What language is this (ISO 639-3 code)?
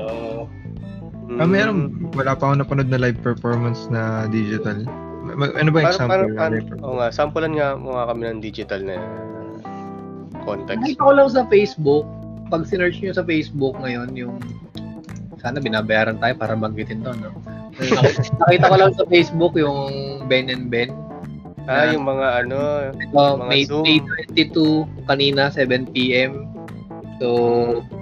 fil